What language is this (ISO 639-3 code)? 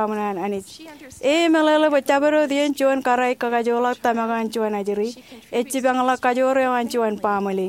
mah